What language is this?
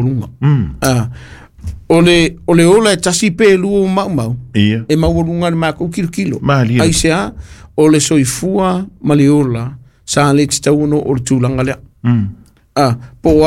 Samoan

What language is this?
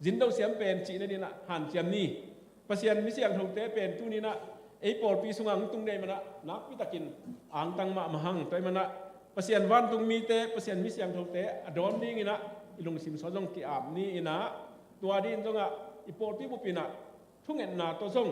Tedim Chin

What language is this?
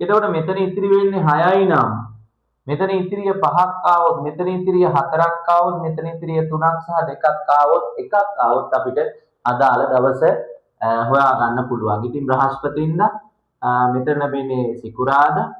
Sinhala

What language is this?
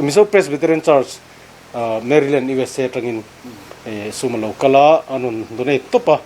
Mizo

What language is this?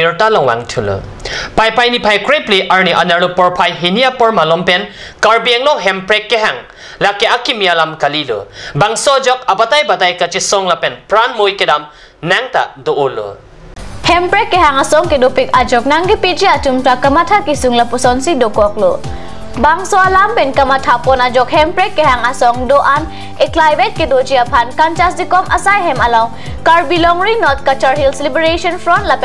Karbi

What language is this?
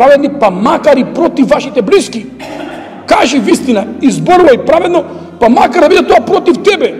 Macedonian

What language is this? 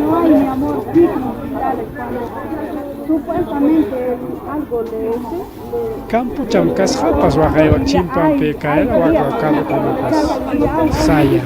Ayacucho Quechua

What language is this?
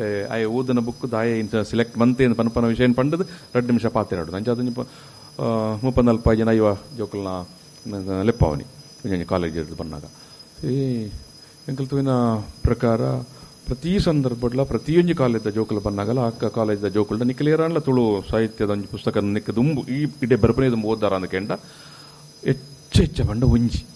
Tulu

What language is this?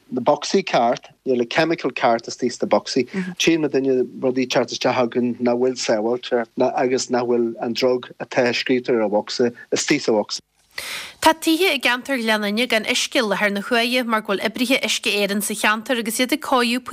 Irish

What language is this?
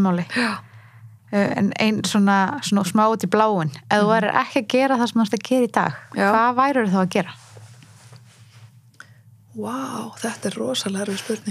Icelandic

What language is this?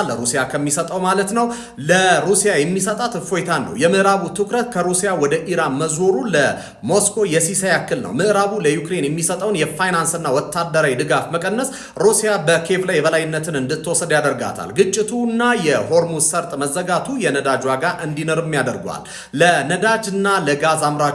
Amharic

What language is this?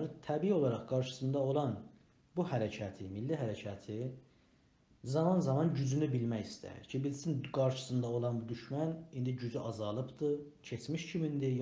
South Azerbaijani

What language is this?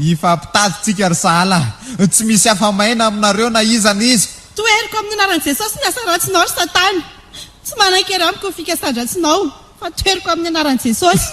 Malagasy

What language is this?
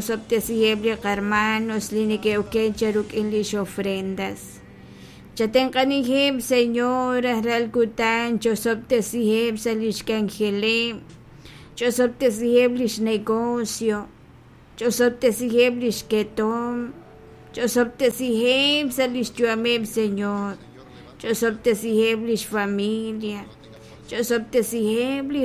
Kekchí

